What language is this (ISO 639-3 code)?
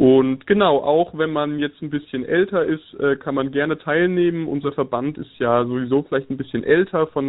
deu